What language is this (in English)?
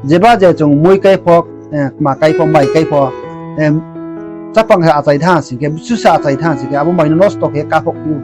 Riang (India)